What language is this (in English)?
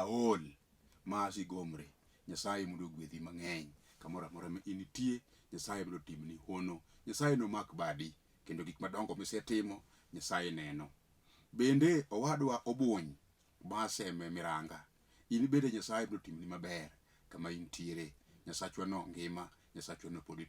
Luo (Kenya and Tanzania)